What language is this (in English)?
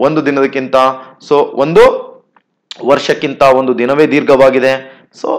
Kannada